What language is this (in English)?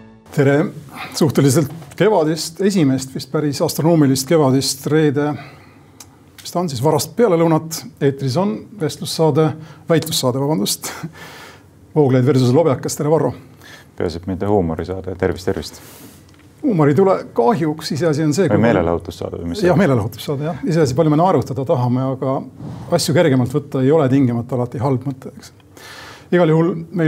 Estonian